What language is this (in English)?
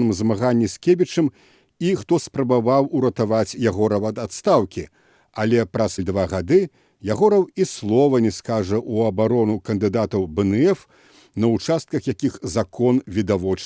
Belarusian